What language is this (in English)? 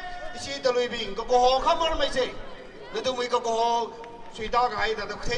Tangkhul Naga (India)